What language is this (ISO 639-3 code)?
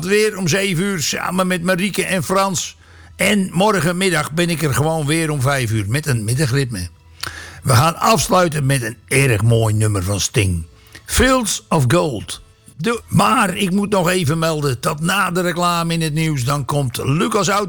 nld